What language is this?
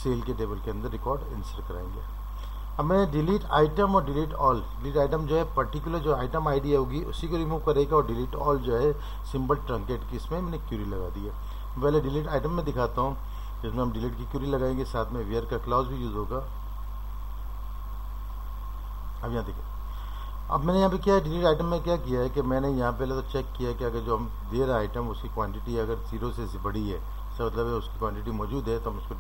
Hindi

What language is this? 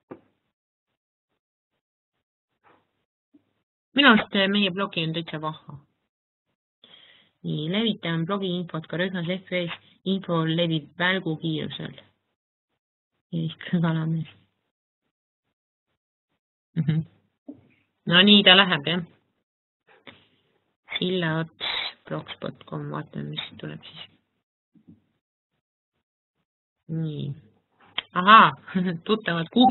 Estonian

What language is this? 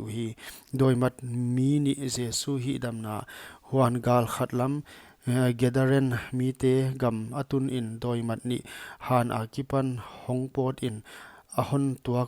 Paite Chin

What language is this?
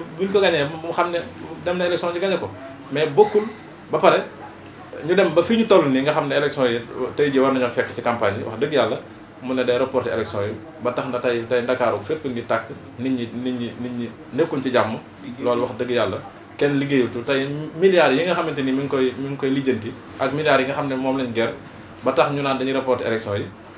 Wolof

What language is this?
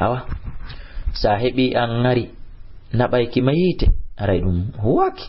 Fula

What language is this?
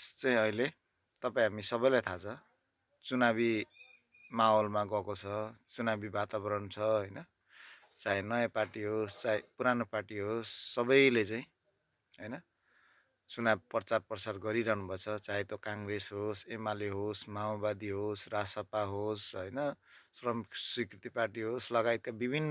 Nepali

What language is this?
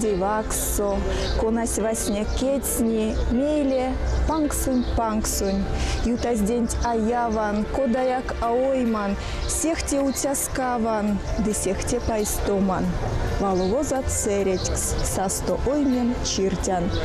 Erzya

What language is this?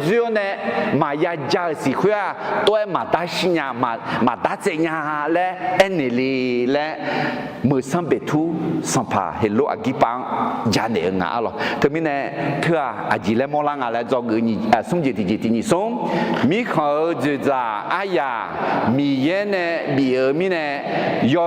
Akha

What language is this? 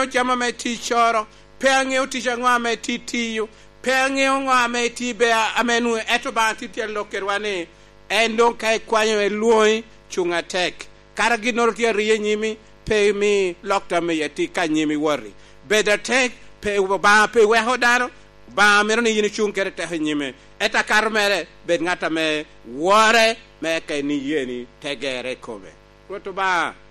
Lango (Uganda)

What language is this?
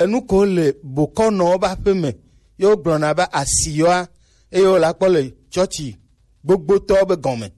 Gen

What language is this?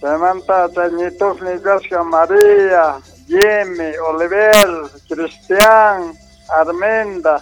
Quechua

